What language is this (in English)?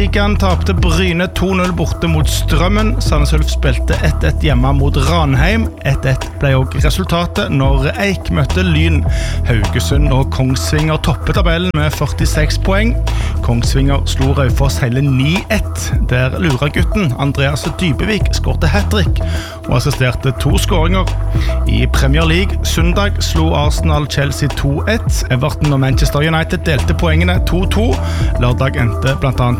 Norwegian